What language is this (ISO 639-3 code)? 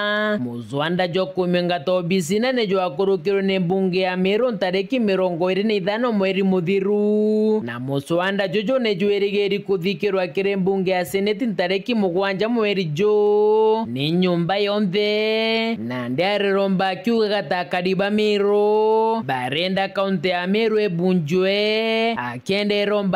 mer